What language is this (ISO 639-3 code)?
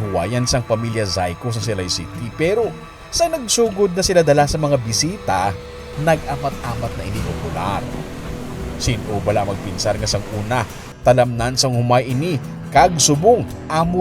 hil